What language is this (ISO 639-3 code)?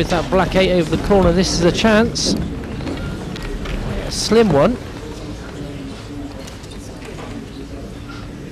eng